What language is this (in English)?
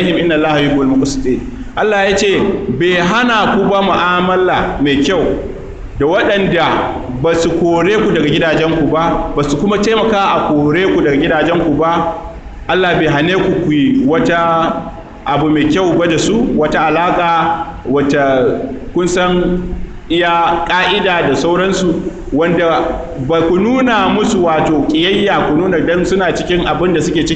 Hausa